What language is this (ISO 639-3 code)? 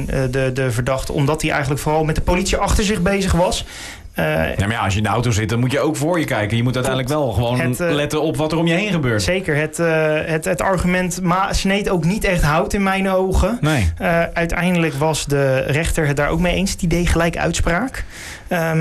nld